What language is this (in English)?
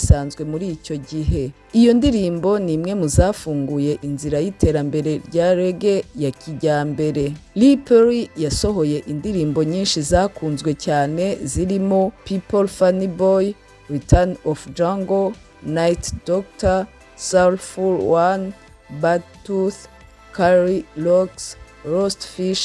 Kinyarwanda